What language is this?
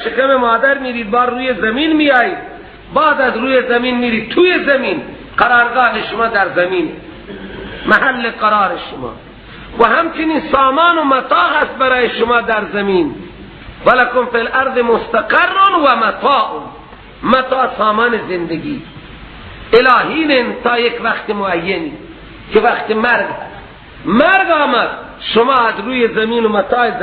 Persian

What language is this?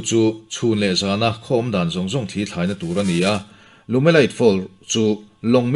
Mizo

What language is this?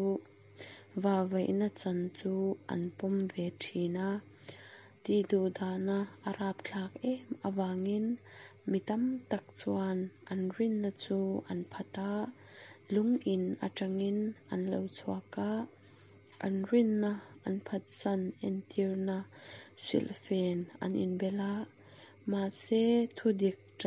Mizo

